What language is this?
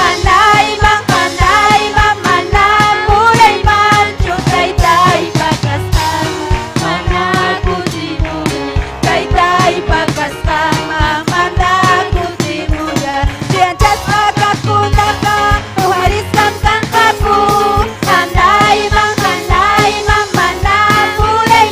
Ayacucho Quechua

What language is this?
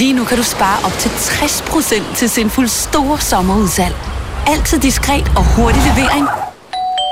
Danish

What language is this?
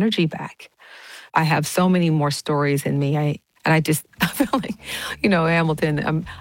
English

